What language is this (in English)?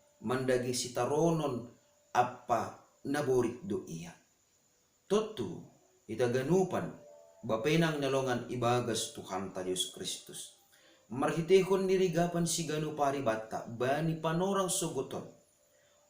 Batak Simalungun